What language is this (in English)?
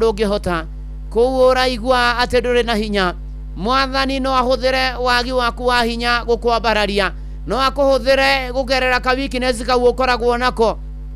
Kikuyu